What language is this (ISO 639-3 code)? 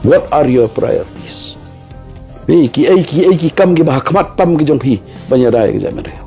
kha